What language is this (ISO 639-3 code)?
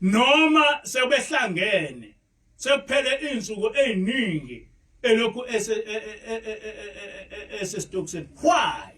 zul